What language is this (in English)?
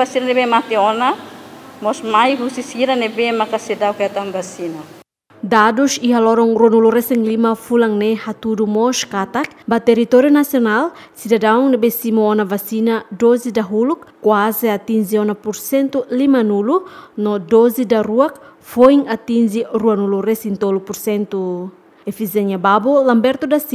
Tetum